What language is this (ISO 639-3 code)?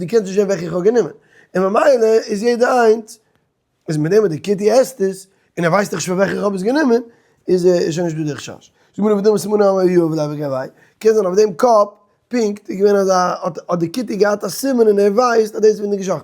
yid